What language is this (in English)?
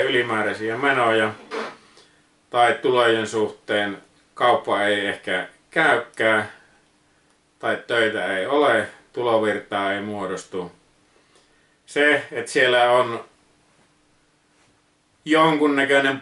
Finnish